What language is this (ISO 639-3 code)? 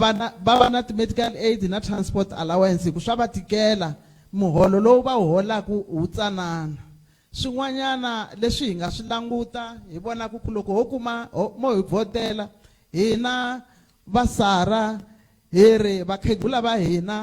tso